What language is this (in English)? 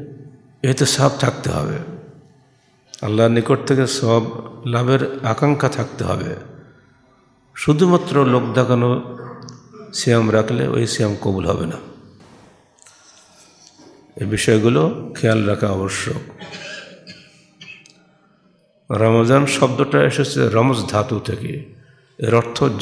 Bangla